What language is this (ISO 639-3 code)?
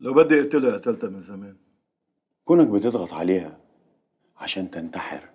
apc